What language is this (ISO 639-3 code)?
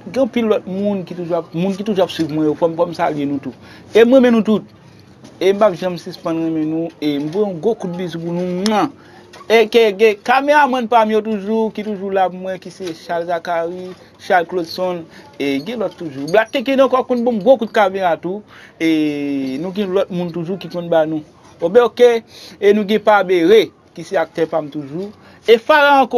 hat